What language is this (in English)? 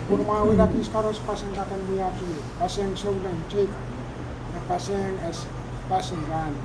Pohnpeian